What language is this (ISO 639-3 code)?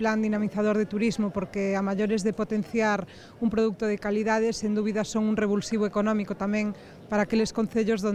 glg